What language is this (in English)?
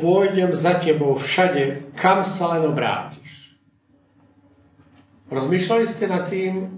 Slovak